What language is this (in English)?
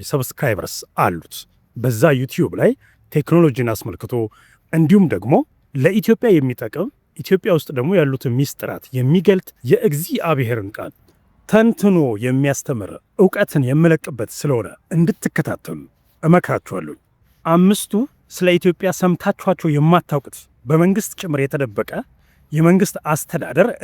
Amharic